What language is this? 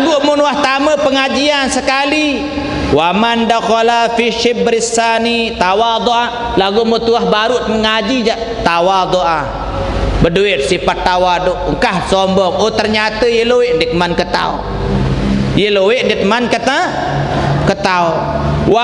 Sasak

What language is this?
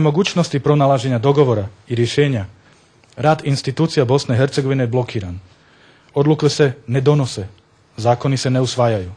Bosnian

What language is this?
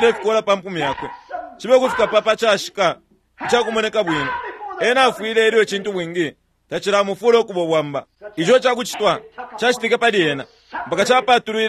Bemba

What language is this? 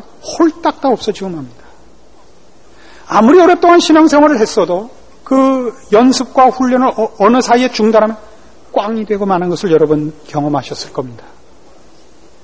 Korean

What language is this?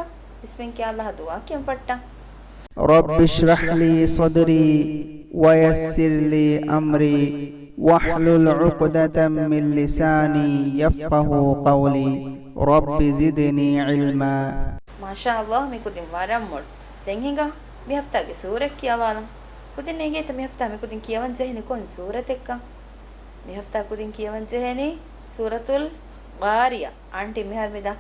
Divehi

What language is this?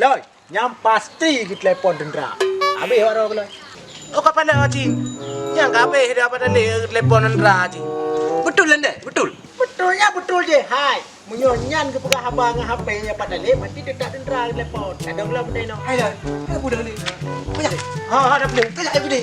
Achinese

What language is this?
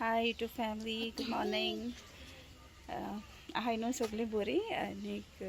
Konkani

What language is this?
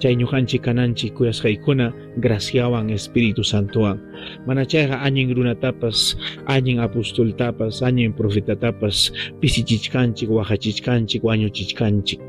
Ayacucho Quechua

